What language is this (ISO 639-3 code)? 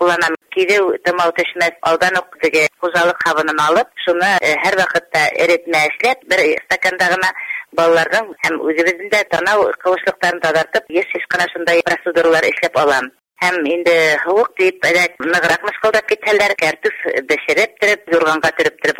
bak